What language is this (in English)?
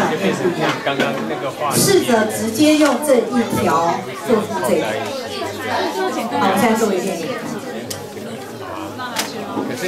Chinese